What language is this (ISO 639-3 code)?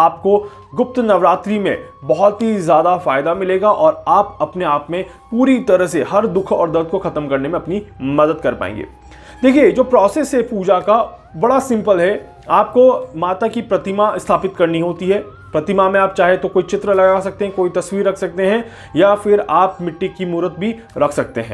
hin